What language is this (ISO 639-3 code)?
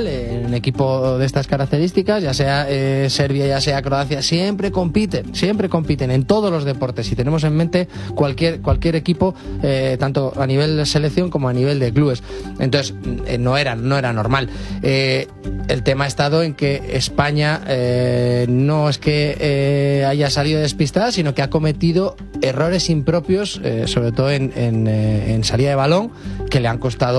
spa